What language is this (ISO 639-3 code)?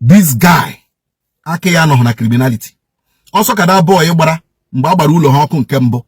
ibo